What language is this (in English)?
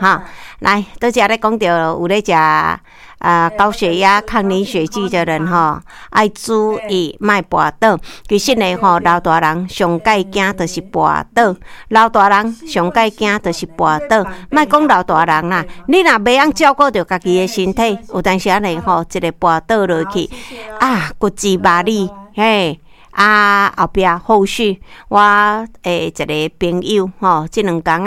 Min Nan Chinese